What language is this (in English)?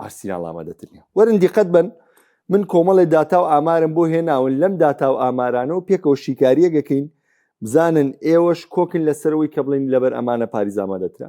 Central Kurdish